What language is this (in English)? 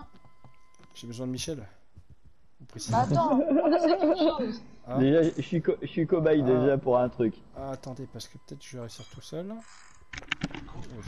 French